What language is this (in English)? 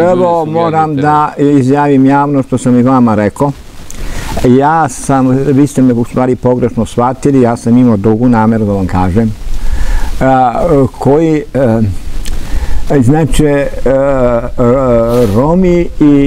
Serbian